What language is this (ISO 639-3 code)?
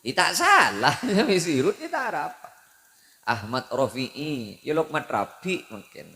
mad